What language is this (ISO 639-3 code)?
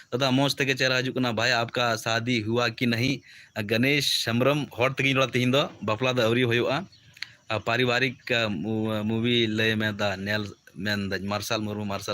sat